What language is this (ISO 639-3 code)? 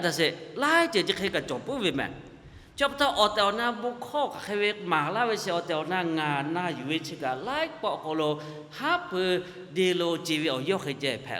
lhu